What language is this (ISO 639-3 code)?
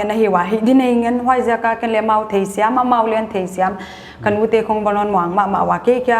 pck